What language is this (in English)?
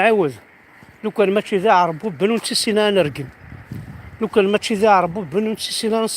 Kabyle